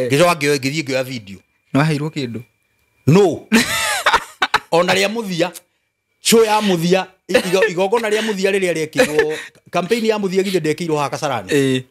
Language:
Kikuyu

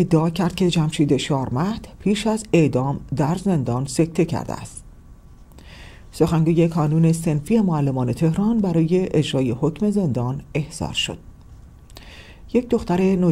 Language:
Persian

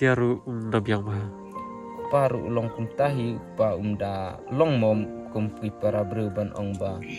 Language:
Khasi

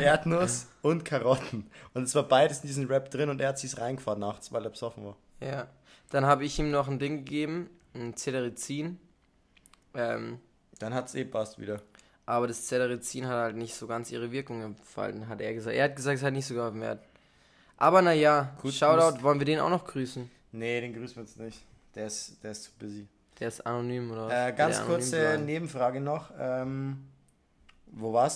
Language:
German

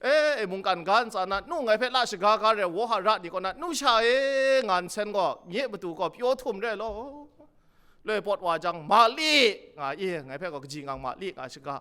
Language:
Kachin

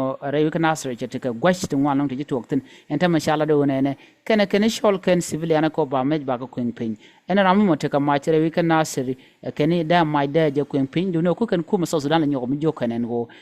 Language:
Nuer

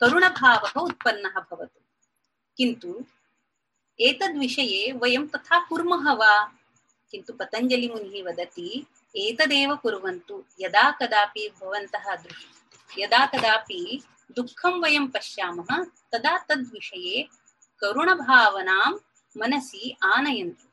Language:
Sanskrit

